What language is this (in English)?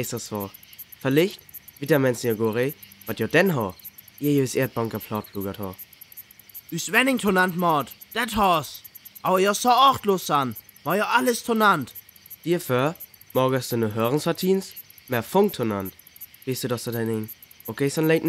Northern Frisian